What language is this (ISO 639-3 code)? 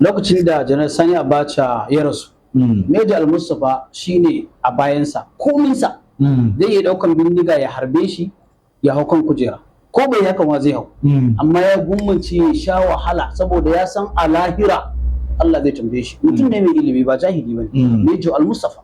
hau